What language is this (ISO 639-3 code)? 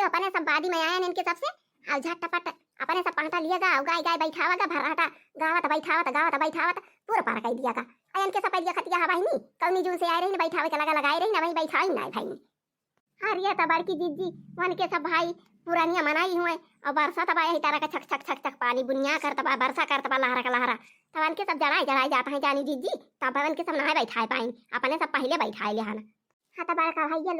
awa